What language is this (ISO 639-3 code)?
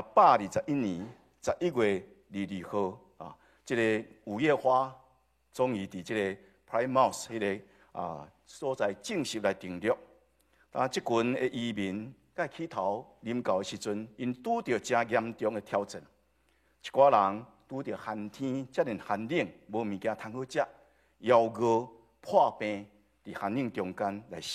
nan